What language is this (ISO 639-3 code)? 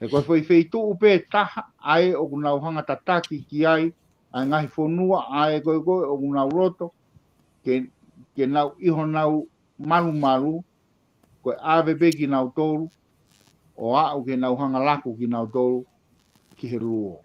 ton